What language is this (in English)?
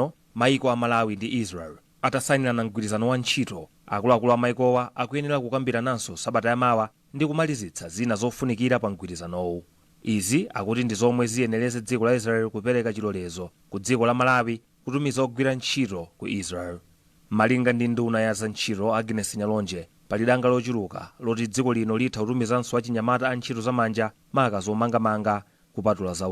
Nyanja